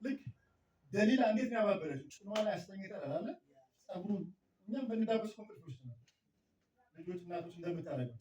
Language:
Amharic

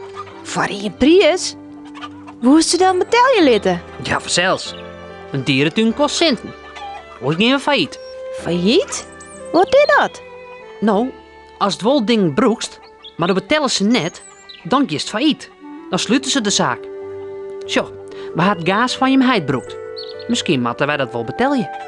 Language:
Western Frisian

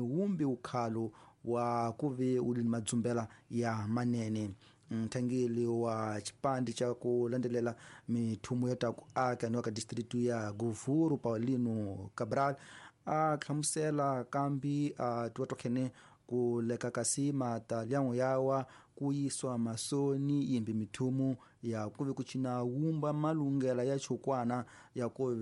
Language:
Tsonga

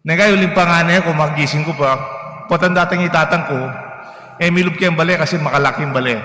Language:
Pampanga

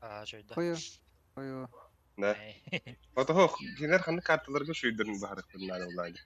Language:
Yakut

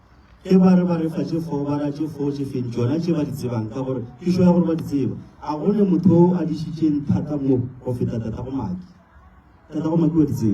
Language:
Northern Sotho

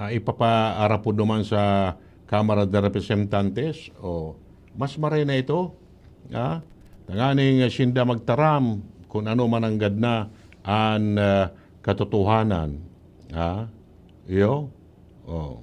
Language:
Bikol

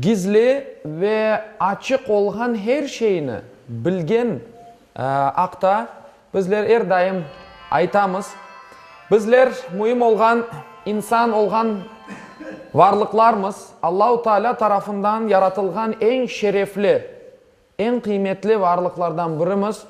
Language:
Crimean Tatar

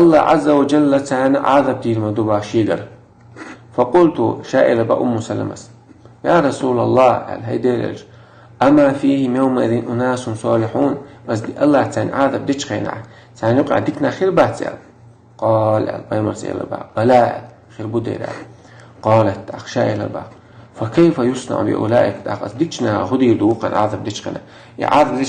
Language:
Chechen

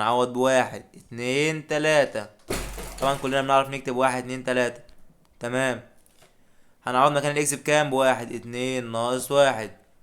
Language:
Egyptian Arabic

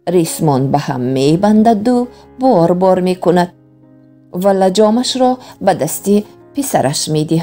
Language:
Tajik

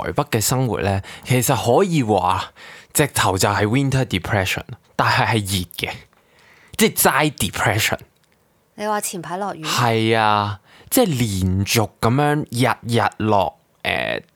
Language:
Cantonese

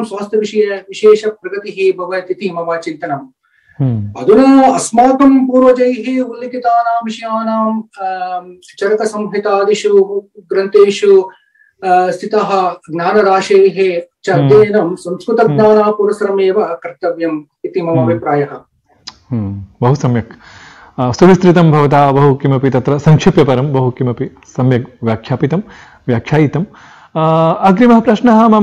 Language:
Sanskrit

